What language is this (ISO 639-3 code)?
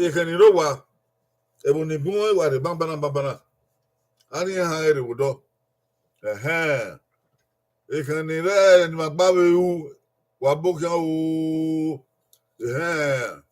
bin